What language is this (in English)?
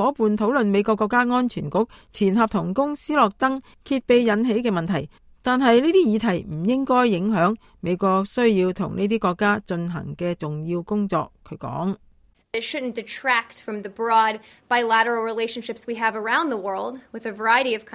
Cantonese